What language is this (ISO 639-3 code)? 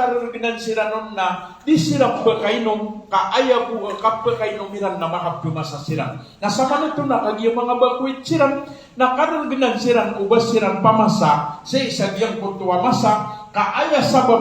mrw